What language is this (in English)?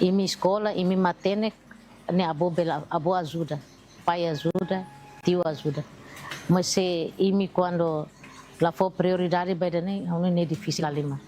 Tetum